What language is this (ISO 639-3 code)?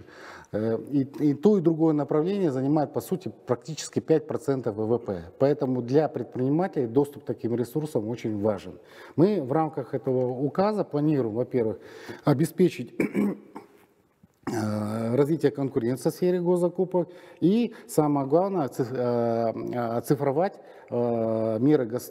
rus